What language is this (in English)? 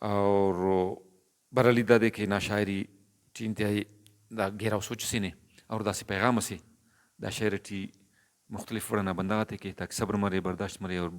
Brahui